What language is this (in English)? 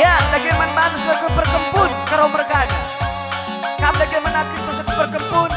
Batak Karo